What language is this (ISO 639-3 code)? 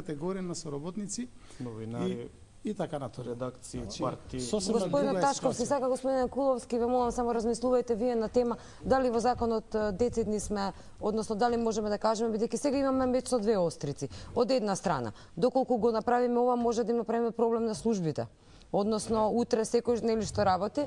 mkd